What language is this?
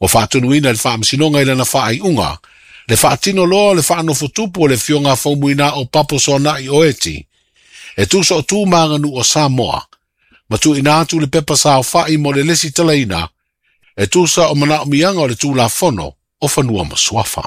Samoan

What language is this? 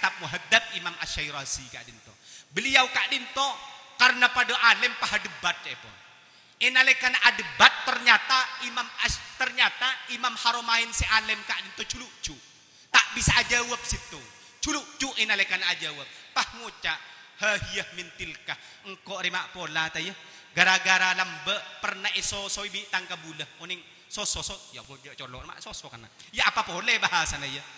Madurese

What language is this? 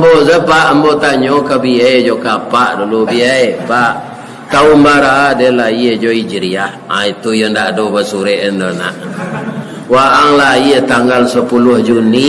Minangkabau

